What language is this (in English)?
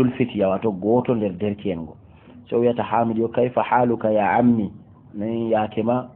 Fula